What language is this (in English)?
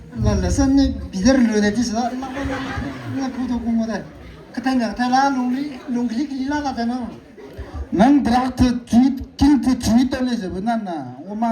Maram Naga